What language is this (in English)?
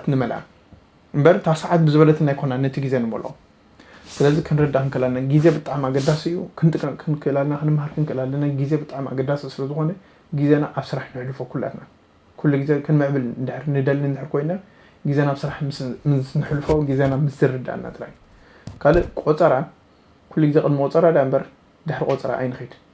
Tigrinya